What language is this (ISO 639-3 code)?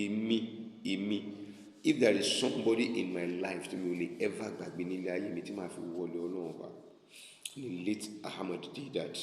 yor